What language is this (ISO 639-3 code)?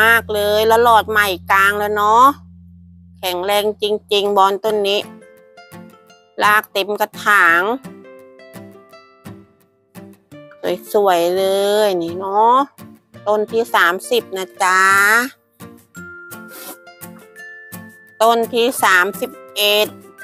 tha